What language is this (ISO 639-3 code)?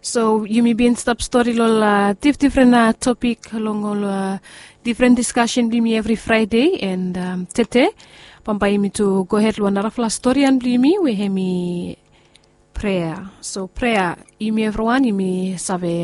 bis